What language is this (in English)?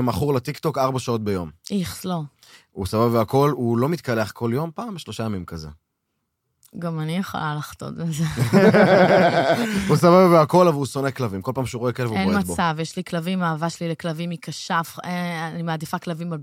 Hebrew